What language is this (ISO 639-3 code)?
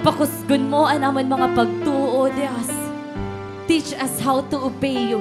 war